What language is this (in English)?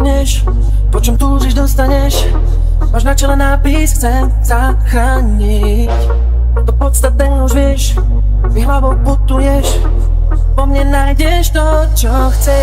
Slovak